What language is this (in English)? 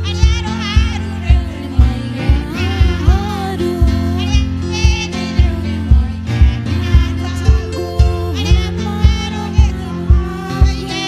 Kikuyu